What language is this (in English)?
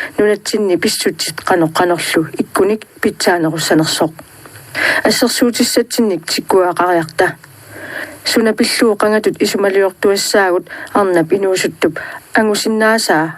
Kalaallisut